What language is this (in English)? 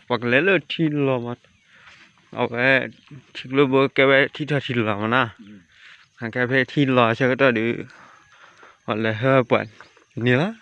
S'gaw Karen